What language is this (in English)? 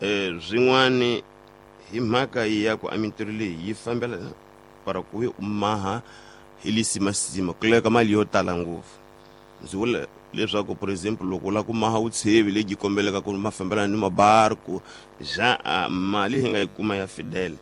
Tsonga